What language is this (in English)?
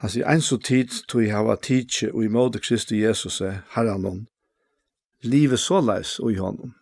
Faroese